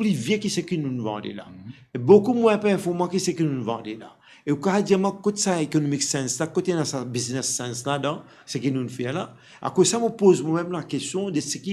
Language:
Morisyen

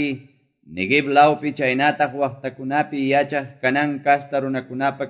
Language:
Quechua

